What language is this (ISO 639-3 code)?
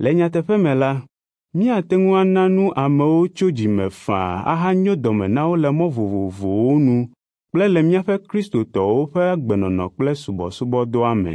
ewe